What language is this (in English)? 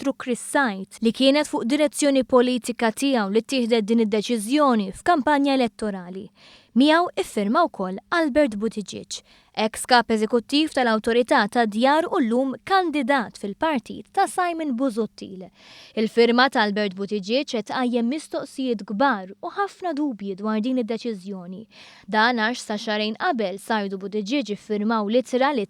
Maltese